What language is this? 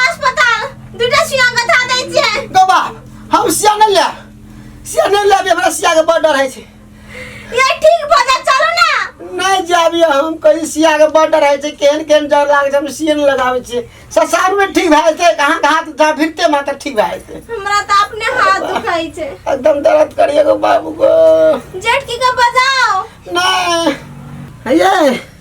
Maithili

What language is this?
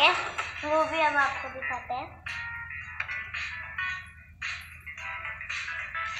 Hindi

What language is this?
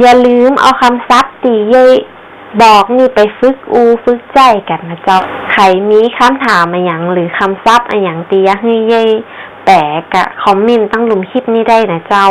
Northern Thai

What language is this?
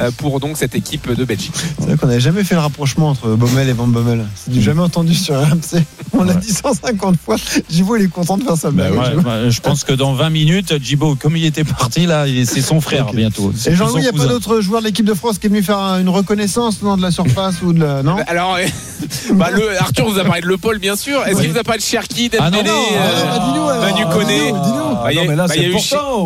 French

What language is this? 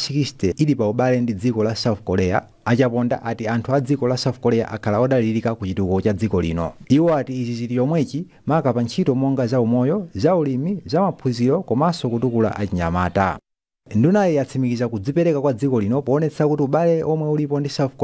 Nyanja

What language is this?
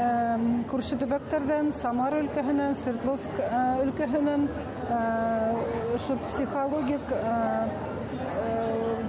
Bashkir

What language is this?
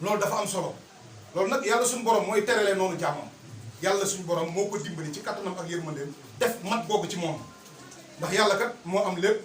Wolof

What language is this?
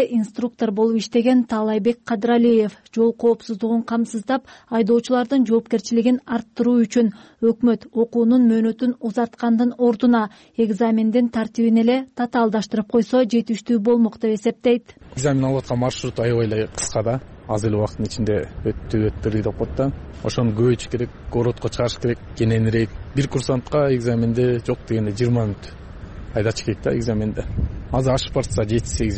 Kyrgyz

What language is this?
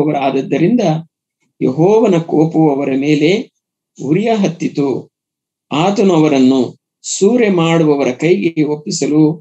Kannada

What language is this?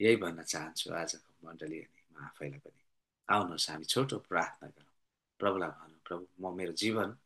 Nepali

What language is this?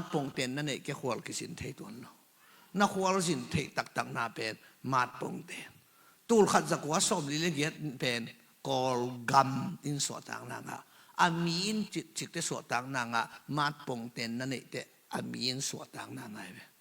Tedim Chin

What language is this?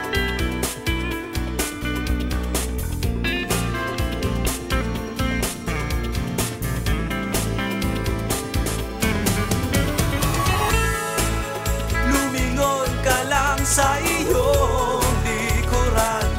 Filipino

